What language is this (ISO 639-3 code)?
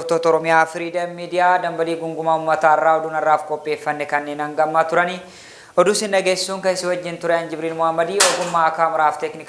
orm